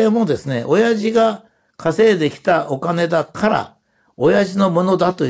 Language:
Japanese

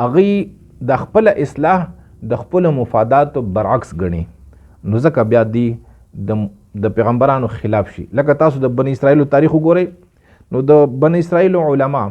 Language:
Pashto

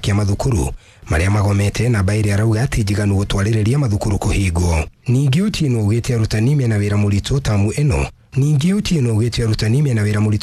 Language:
Kikuyu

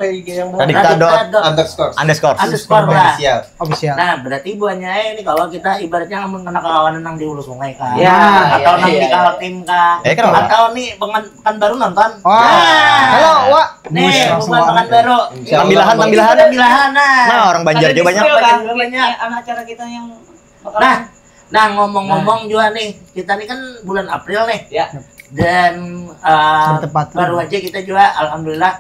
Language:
Banjar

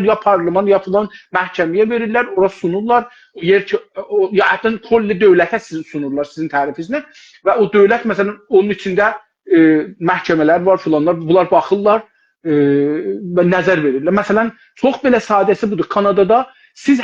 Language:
South Azerbaijani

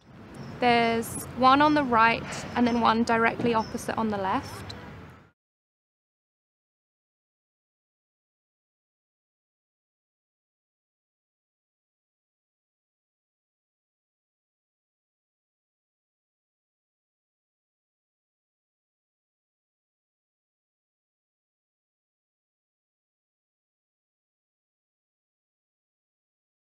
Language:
English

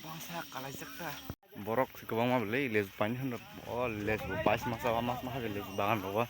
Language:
Kok Borok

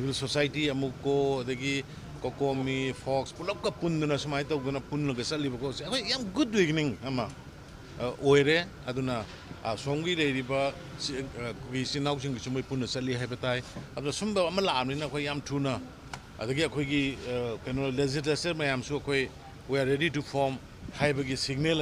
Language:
Manipuri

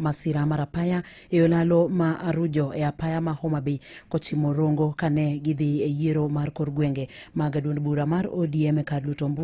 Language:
Luo (Kenya and Tanzania)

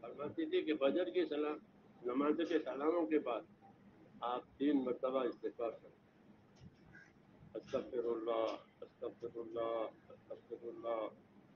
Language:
Urdu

